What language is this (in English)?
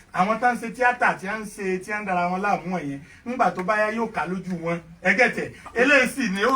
Yoruba